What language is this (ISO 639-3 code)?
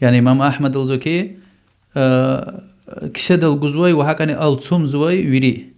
lez